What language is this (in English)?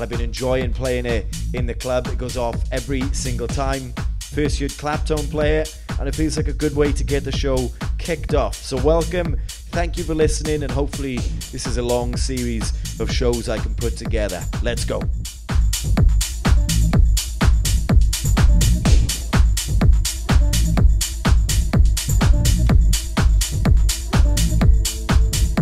English